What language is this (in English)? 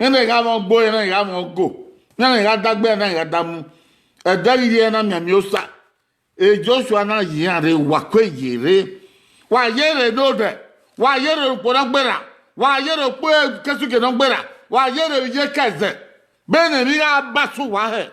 Bini